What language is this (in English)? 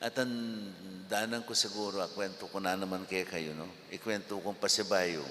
Pampanga